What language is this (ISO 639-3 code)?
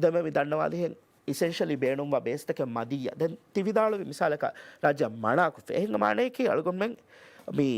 div